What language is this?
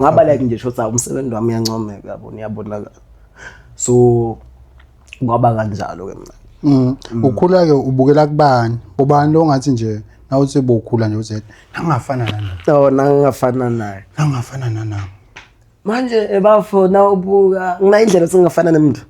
Swati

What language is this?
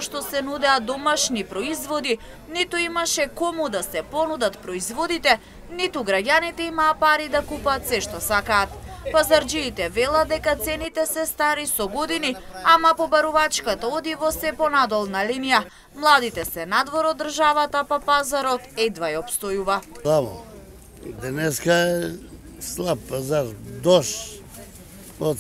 Macedonian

